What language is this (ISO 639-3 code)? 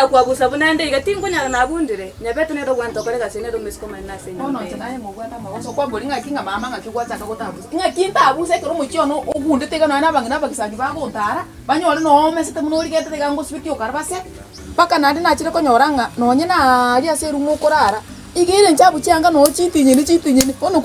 guz